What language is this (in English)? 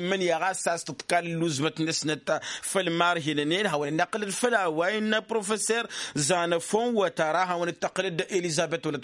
Tamasheq